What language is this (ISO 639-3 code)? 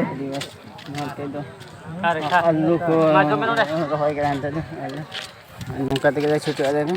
sat